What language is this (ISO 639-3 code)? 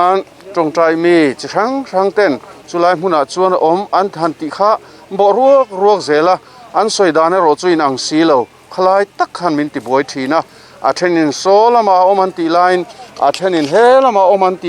lus